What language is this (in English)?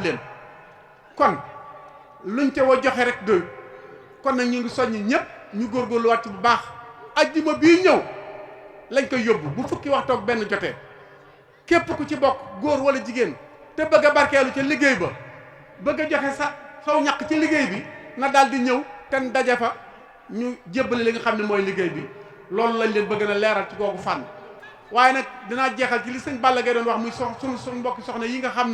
Wolof